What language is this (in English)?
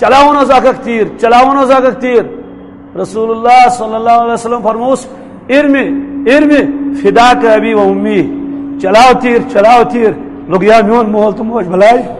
Kashmiri